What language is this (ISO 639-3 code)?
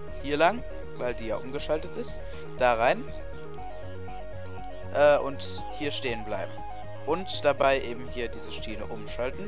deu